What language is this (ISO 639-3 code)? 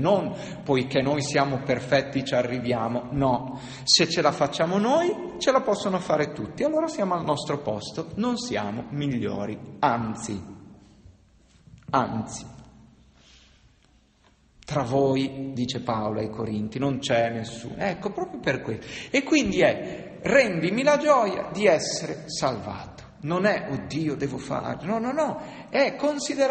ita